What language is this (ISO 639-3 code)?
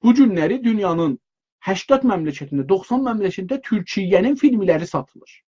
azb